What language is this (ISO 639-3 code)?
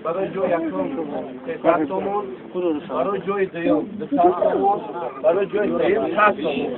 tgk